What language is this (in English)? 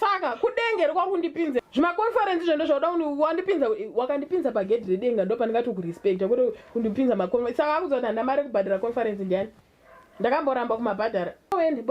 Shona